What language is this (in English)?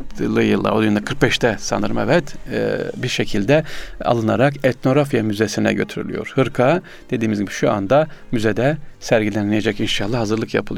Turkish